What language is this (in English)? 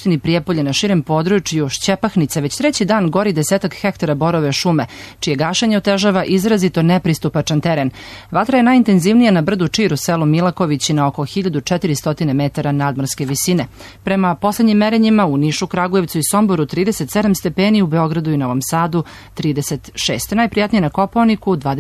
Serbian